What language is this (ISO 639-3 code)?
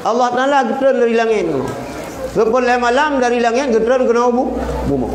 ace